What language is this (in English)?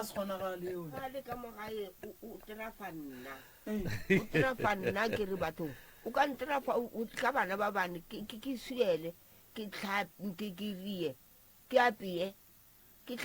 Northern Sotho